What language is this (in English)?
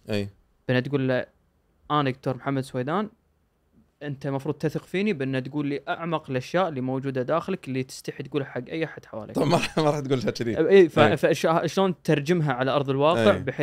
Gulf Arabic